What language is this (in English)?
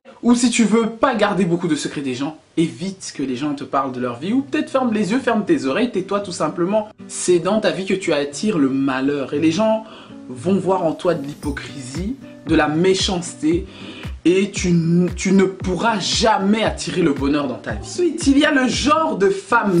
French